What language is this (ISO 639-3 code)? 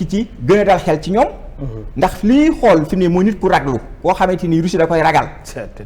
wol